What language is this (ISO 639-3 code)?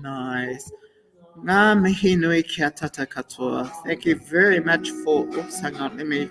mri